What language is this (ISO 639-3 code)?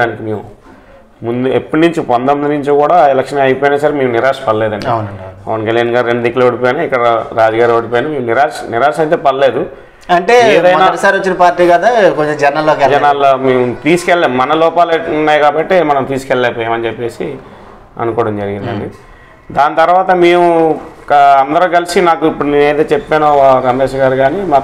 tel